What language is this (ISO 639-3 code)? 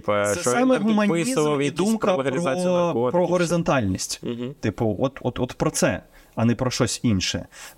ukr